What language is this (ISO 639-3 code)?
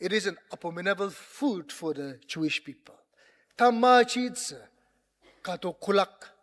njo